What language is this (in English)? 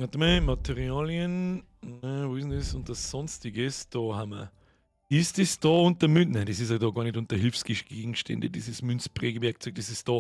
Bavarian